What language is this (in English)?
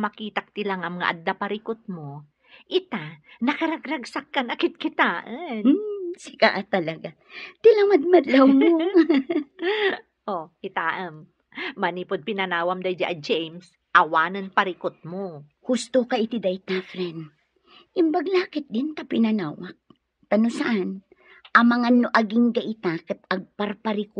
Iloko